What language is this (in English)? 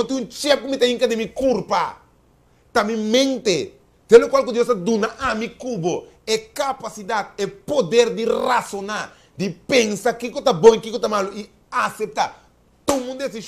Papiamento